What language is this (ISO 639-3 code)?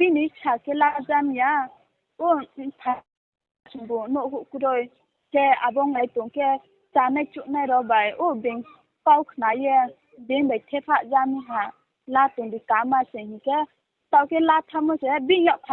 ria